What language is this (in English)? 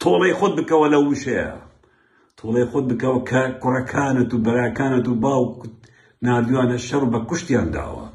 Central Kurdish